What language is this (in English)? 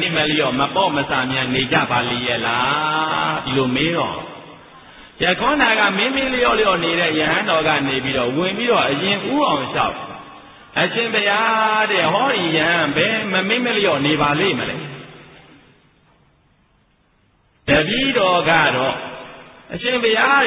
Burmese